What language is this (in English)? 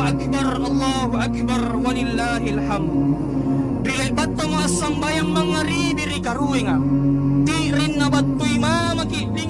Makasar